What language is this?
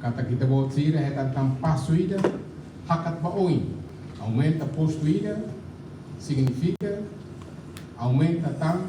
Tetum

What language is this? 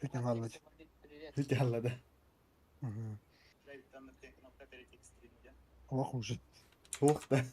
Yakut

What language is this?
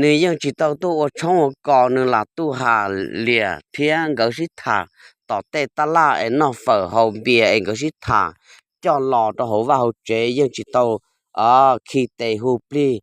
Hmong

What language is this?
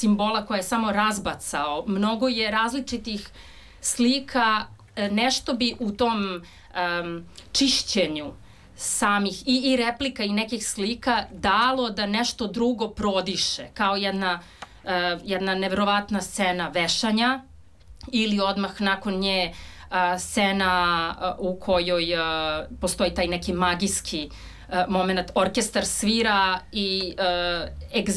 Serbian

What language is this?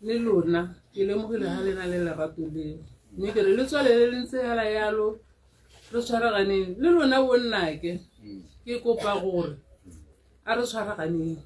Tswana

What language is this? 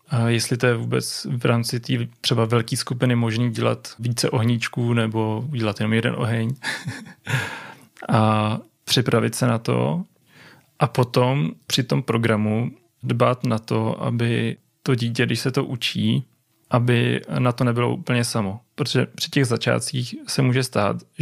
Czech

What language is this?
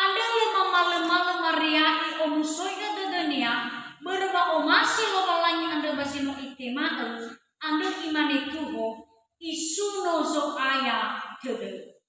Nias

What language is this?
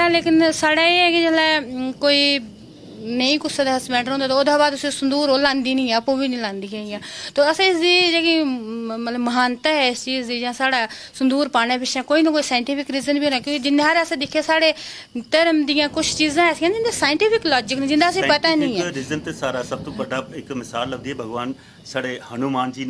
Dogri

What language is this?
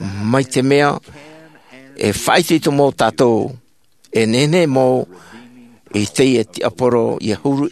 Tahitian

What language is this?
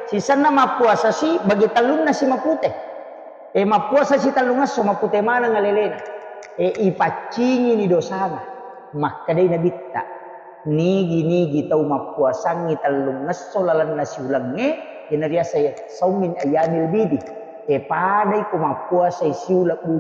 Buginese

